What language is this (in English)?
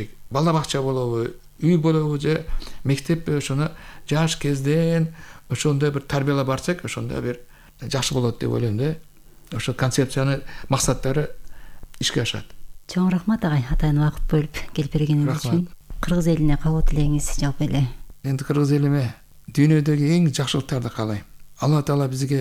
Kyrgyz